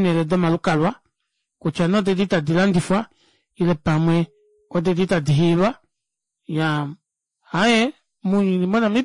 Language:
Kuanyama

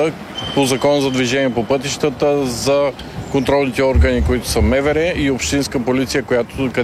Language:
Bulgarian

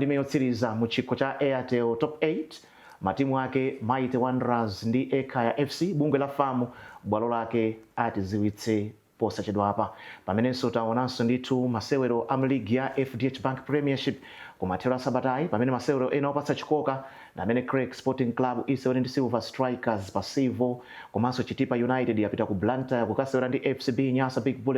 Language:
Nyanja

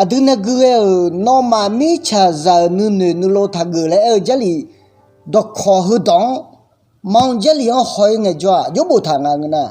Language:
Akha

